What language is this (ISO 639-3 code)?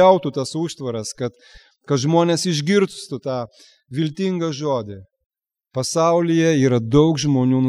lit